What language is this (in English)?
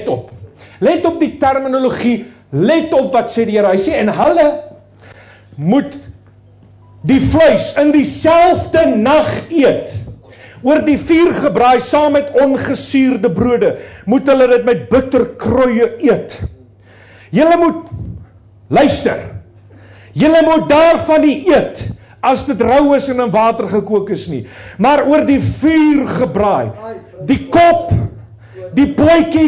Afrikaans